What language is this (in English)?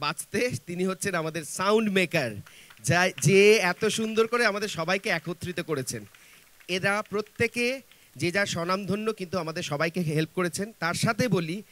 Bangla